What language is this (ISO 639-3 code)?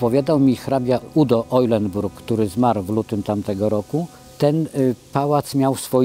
pol